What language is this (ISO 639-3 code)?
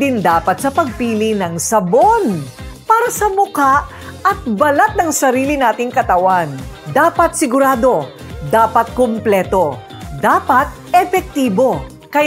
fil